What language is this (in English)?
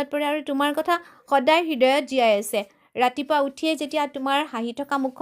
Assamese